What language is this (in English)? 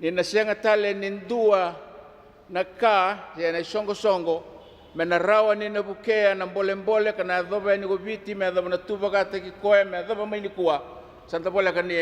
Fijian